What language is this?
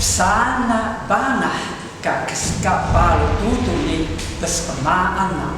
Taroko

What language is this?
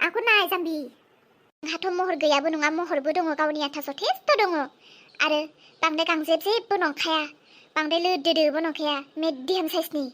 Bodo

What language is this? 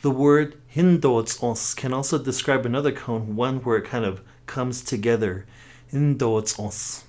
Navajo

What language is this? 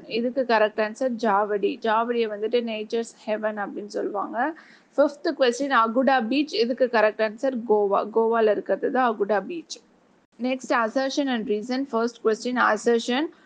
Tamil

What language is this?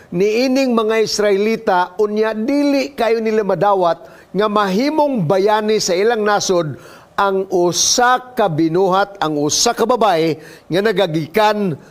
Cebuano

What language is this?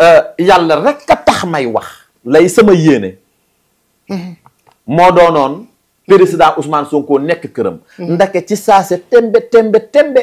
Wolof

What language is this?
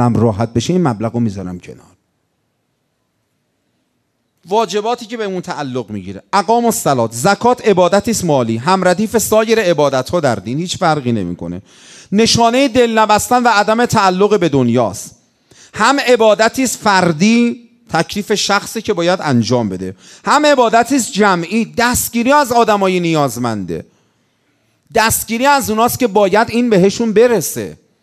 Persian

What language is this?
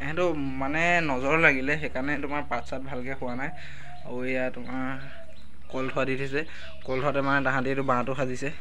Assamese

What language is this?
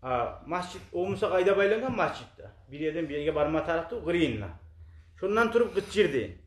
Kumyk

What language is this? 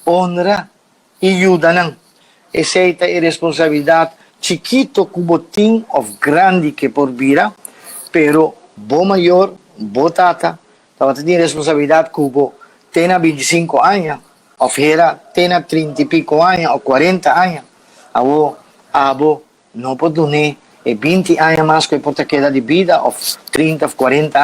Papiamento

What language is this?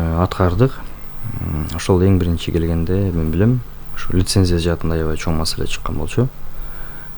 Kyrgyz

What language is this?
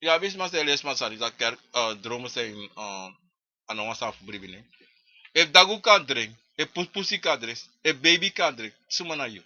Sranan Tongo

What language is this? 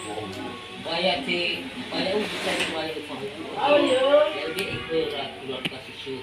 Nias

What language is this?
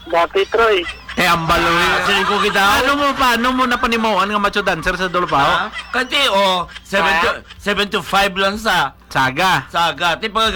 Hiligaynon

